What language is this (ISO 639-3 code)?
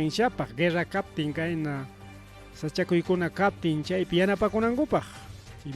quy